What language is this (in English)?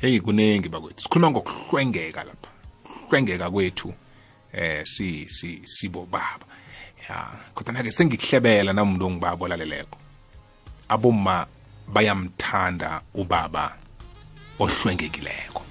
South Ndebele